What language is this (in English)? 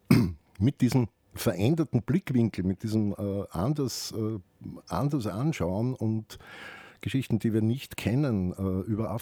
German